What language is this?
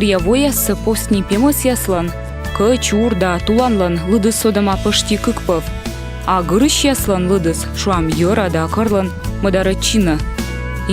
Komi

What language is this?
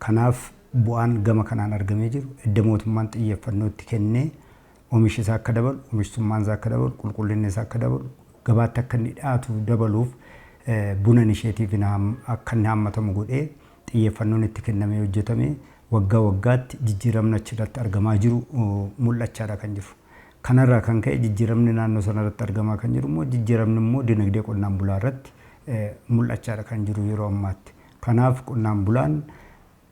Oromo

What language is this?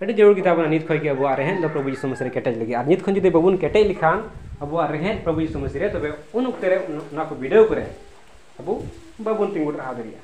Santali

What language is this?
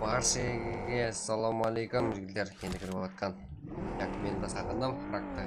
Kara-Kalpak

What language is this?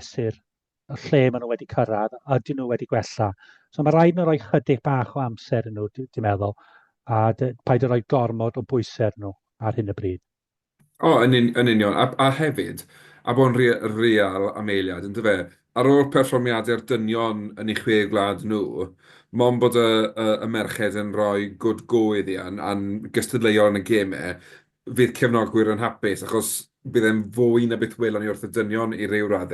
Welsh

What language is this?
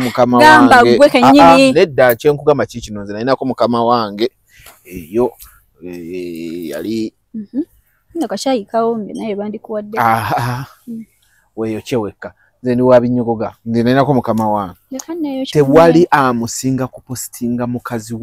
Ganda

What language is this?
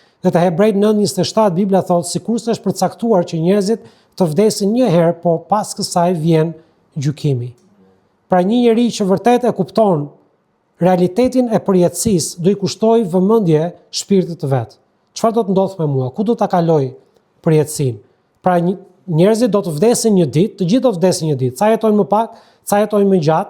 Albanian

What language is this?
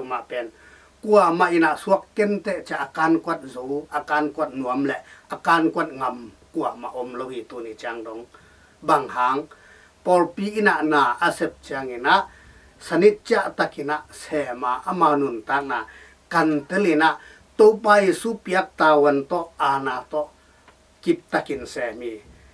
Tedim Chin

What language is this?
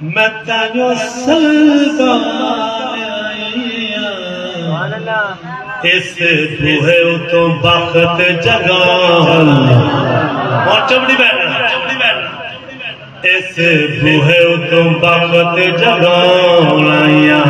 Saraiki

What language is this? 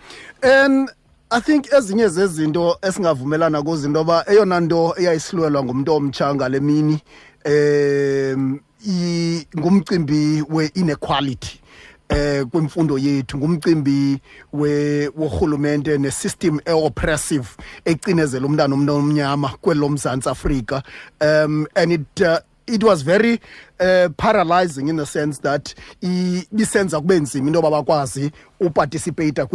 Xhosa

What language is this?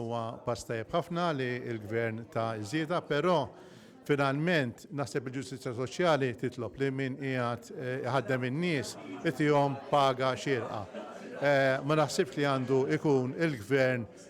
Maltese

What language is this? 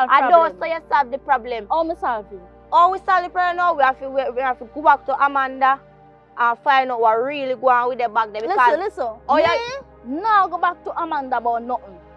Jamaican Creole English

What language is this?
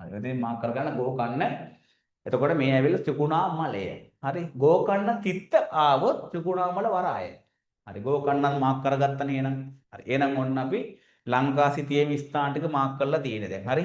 Sinhala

